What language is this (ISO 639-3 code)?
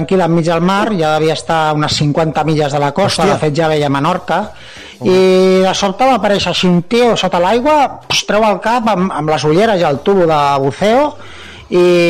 cat